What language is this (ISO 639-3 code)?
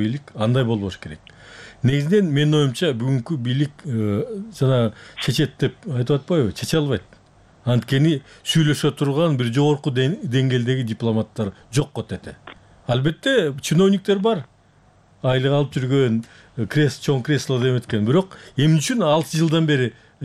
kir